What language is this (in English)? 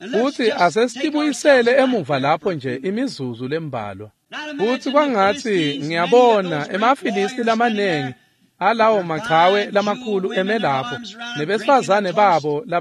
Swati